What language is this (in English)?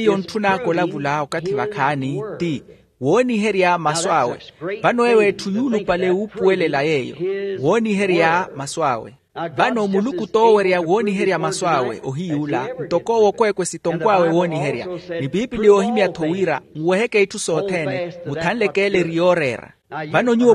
Makhuwa